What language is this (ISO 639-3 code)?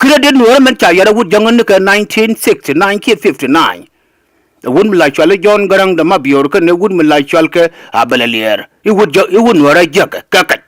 nus